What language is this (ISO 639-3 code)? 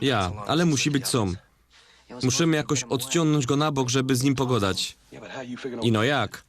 szl